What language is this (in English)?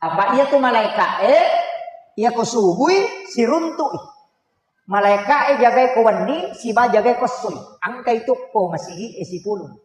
Buginese